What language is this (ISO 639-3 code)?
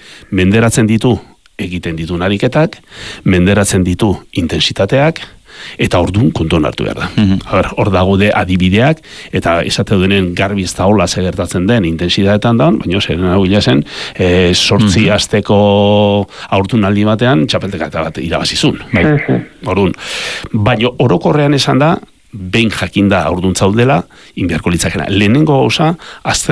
eus